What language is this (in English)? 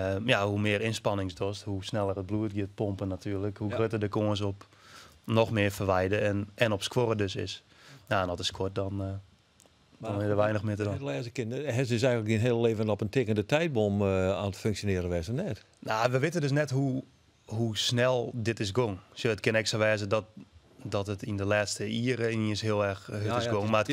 Western Frisian